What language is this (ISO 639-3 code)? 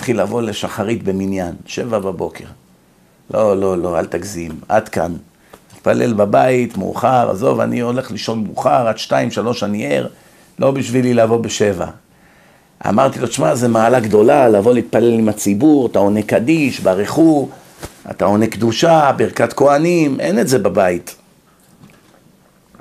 heb